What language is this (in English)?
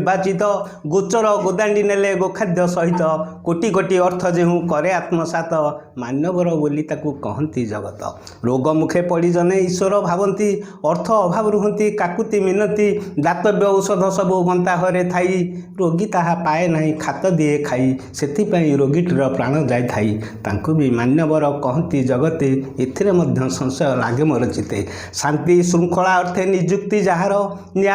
Odia